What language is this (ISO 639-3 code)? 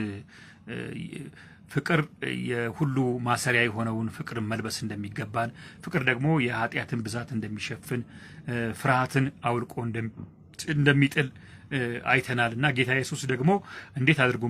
amh